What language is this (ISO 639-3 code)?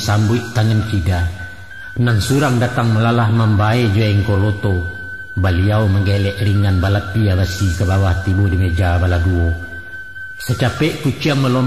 min